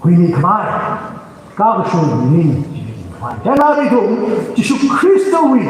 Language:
Tangkhul Naga (India)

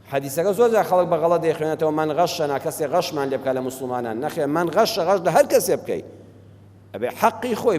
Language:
Central Kurdish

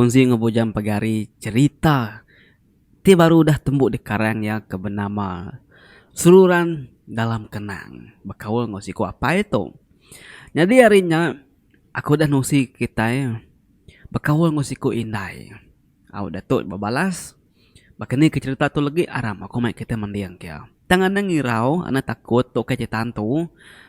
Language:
Iban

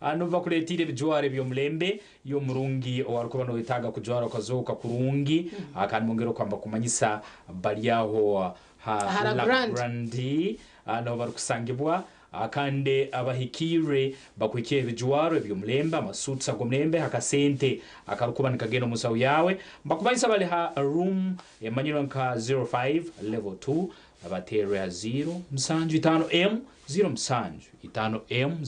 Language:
Nyankole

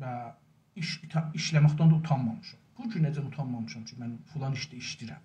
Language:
South Azerbaijani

